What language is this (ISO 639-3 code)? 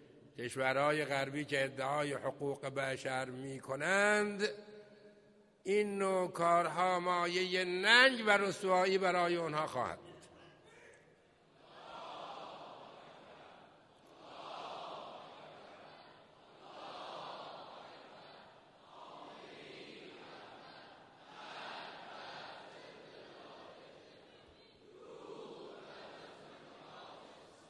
fas